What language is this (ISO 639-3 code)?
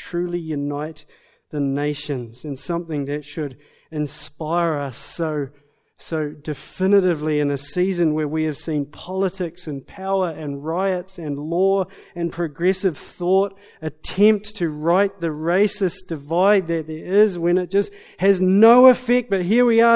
eng